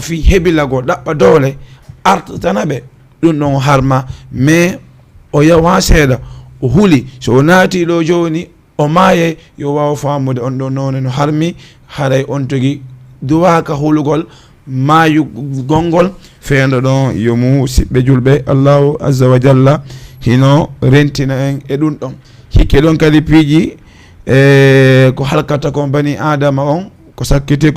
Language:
Fula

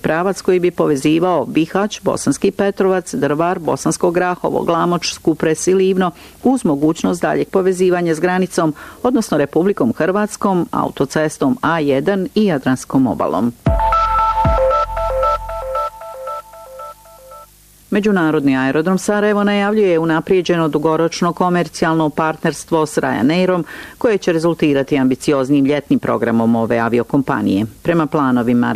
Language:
Bosnian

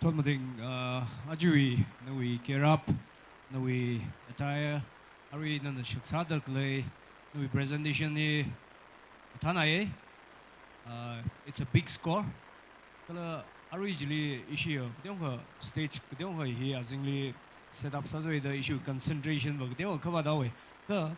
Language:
Tangkhul Naga (India)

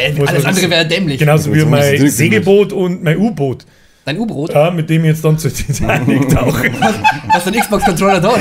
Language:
Bavarian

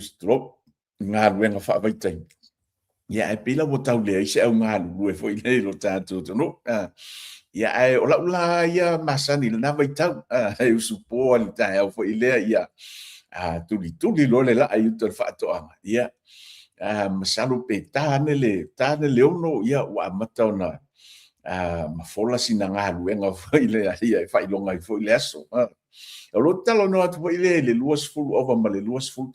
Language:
Samoan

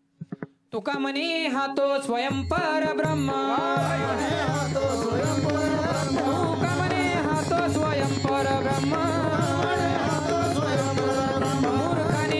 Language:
Marathi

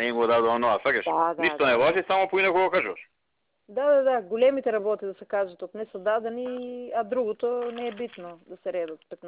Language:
Macedonian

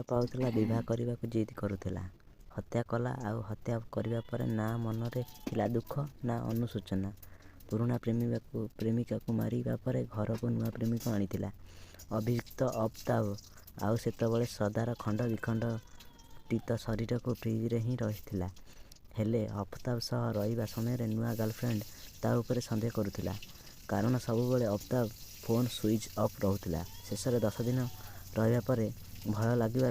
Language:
Odia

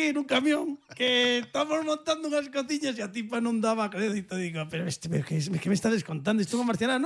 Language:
Galician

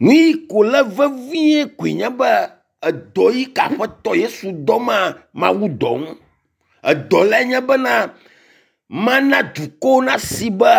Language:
Ewe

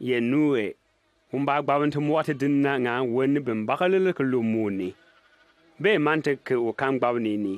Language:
Bimoba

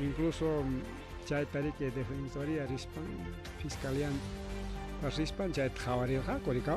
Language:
Ayacucho Quechua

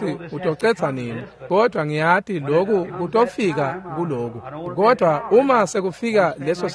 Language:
Swati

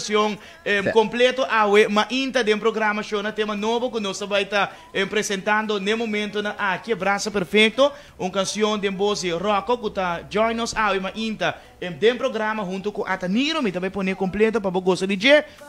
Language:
Papiamento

